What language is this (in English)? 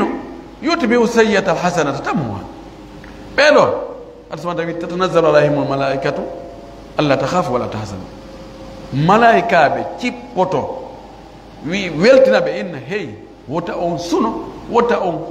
Pular